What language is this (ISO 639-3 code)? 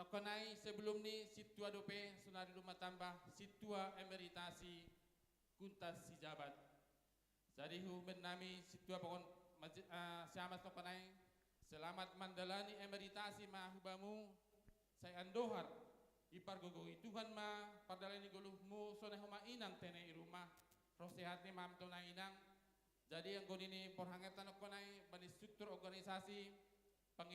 bts